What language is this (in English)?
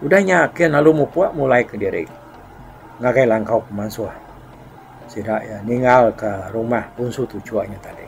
Iban